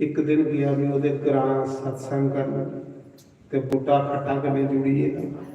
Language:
Dogri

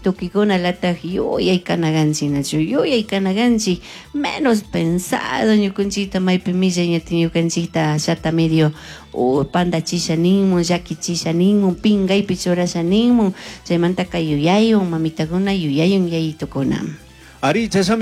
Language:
Chimborazo Highland Quichua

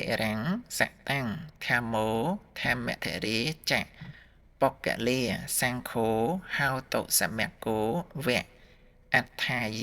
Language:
Khmer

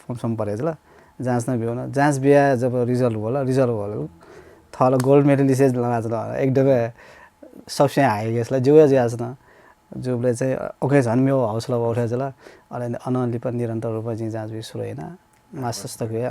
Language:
Newari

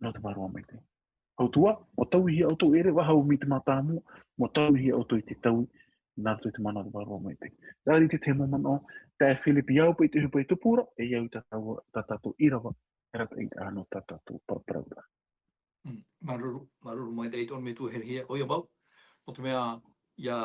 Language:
Tahitian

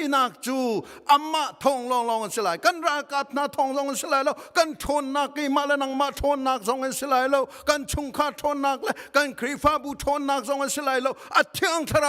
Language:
Hakha Chin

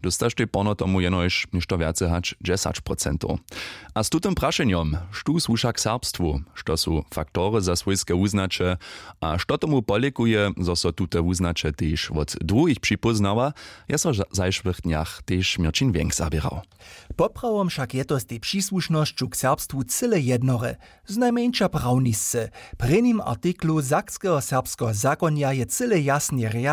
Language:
Upper Sorbian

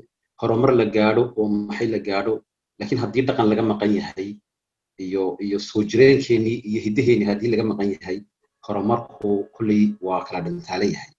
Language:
Somali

